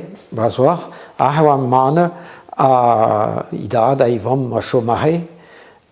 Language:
Breton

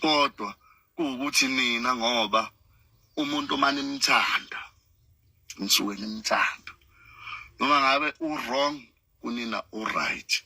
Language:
Zulu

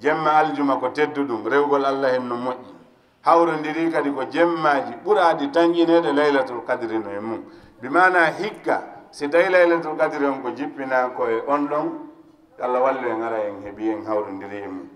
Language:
Fula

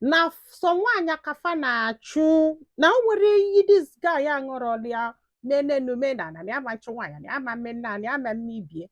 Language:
Igbo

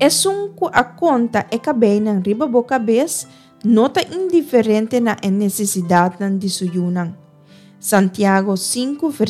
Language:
Papiamento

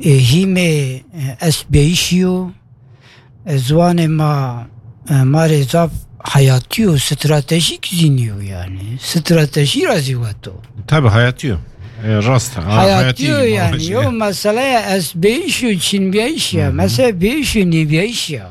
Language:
Kurdish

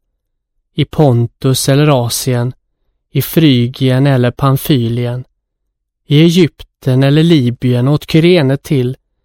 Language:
Swedish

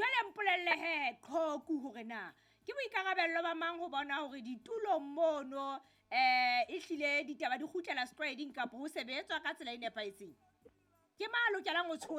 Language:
Southern Sotho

